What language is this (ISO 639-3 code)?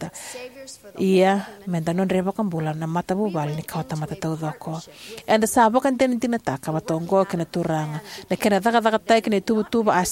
fij